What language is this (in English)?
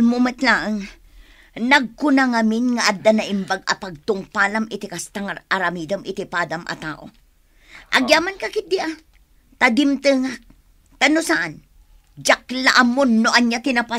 Iloko